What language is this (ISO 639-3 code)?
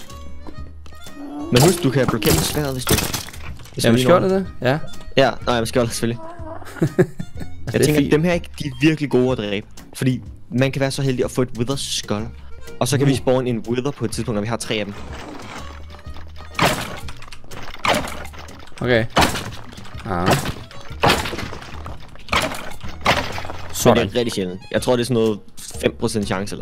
dan